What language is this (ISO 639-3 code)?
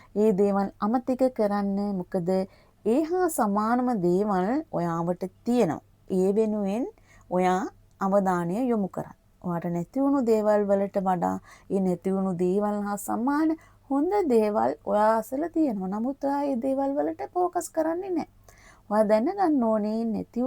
sin